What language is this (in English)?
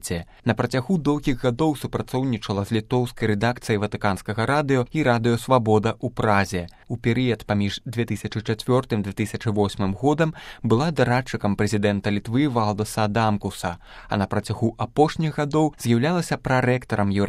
Belarusian